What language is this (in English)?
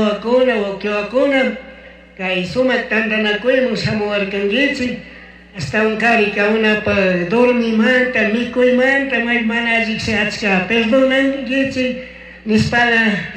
Chimborazo Highland Quichua